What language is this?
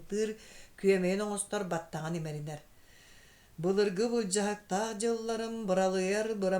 Yakut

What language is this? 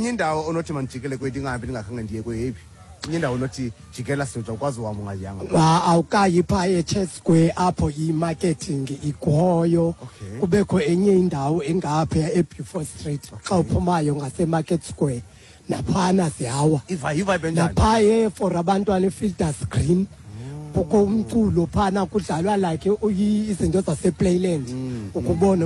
Xhosa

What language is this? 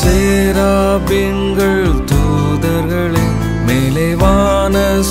Tamil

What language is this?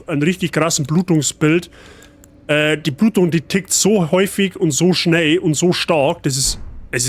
Bavarian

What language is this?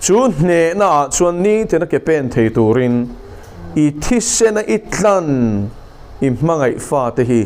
Mizo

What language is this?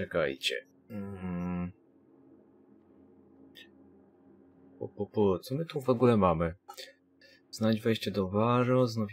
Polish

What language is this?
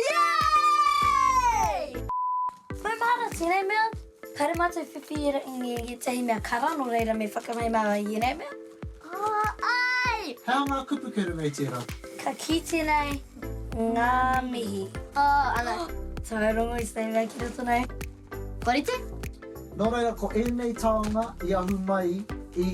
Māori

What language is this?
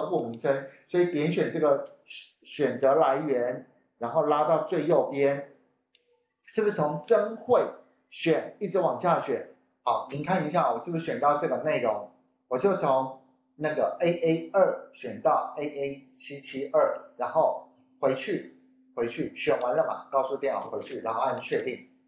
Chinese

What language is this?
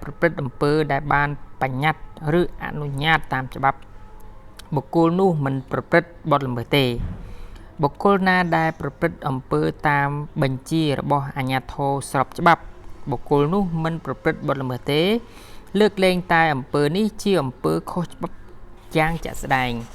Khmer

